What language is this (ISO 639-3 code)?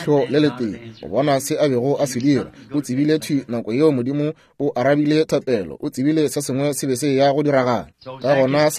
nso